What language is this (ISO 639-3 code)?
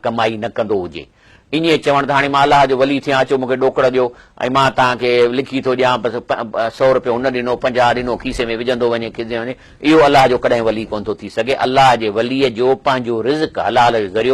snd